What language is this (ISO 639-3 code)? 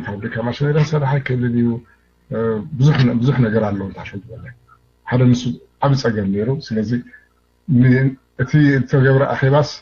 tir